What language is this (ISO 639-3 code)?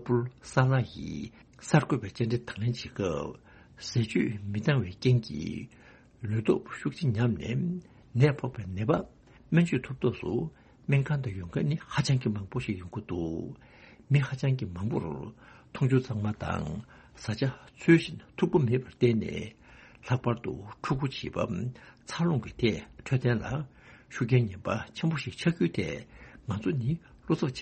bod